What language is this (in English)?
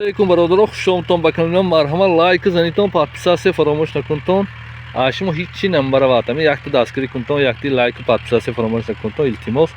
Tajik